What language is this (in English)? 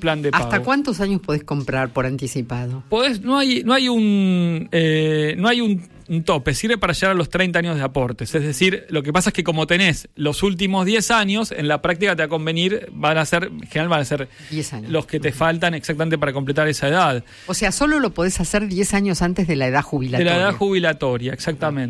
Spanish